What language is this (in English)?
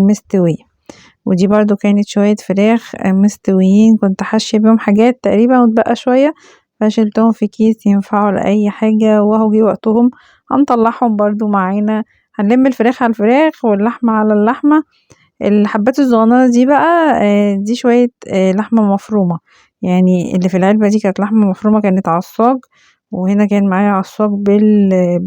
Egyptian Arabic